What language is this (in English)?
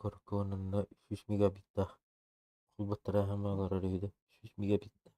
Yakut